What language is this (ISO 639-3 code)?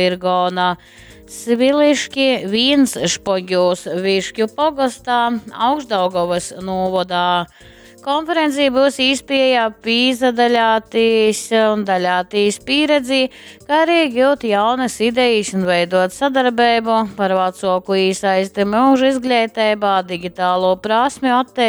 ltg